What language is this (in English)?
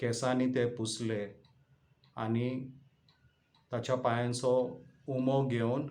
Konkani